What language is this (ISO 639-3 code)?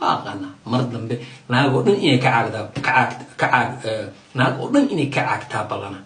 som